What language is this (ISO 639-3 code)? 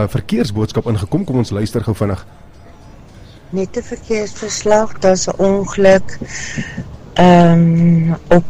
afr